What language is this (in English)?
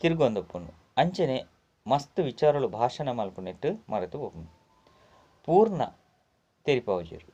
Tulu